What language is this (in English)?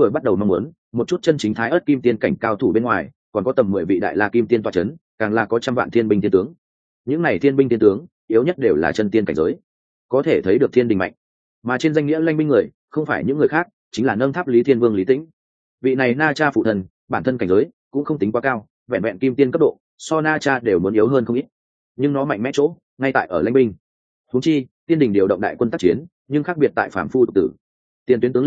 Vietnamese